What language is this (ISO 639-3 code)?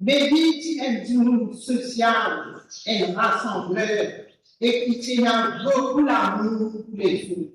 mfe